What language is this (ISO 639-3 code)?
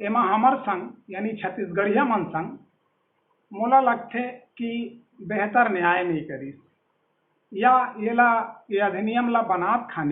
hne